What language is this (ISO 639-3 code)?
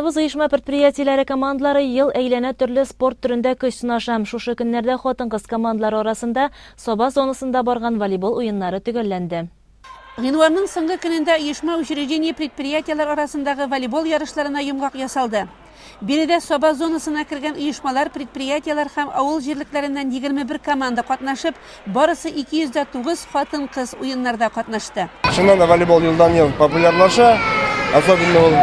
tat